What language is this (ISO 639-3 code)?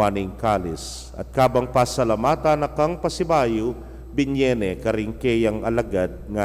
pam